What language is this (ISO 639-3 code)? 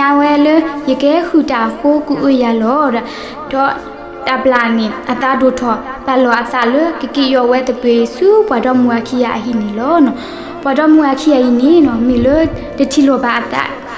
ksw